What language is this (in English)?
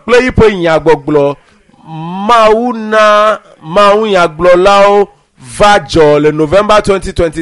Ewe